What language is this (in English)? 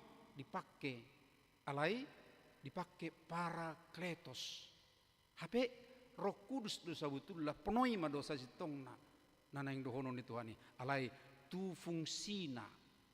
Batak Toba